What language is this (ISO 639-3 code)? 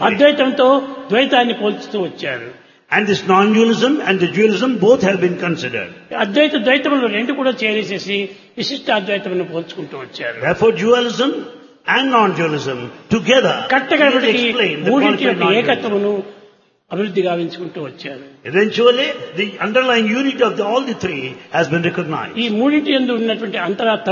tel